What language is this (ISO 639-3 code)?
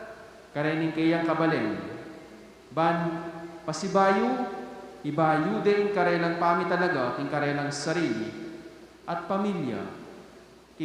pam